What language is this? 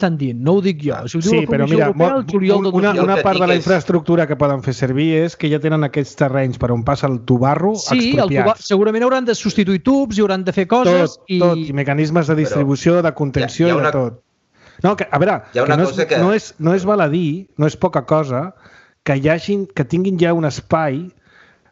Catalan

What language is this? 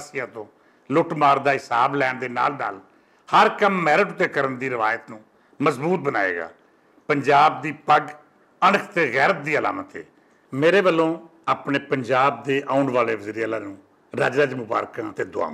Western Panjabi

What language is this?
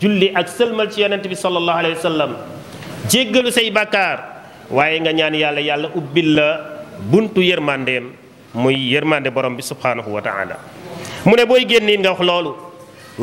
Wolof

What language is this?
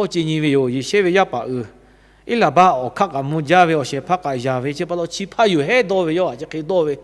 Lahu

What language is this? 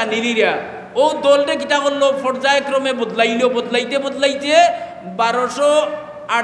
Sylheti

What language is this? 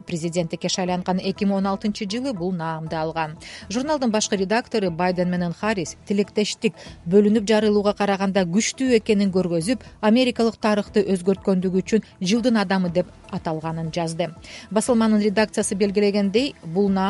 Kyrgyz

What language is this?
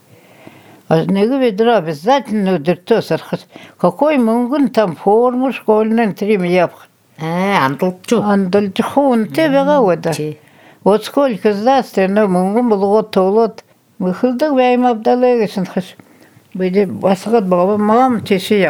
Buriat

